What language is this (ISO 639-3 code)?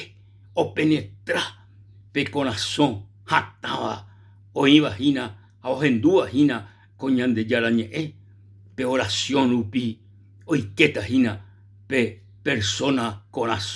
grn